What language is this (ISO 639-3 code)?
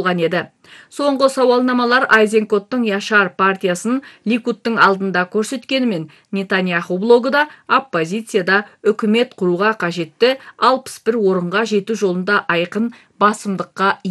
kaz